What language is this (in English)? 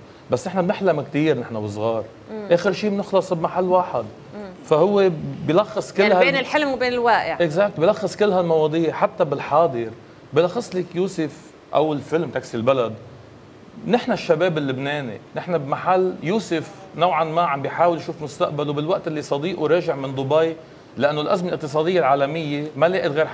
North Levantine Arabic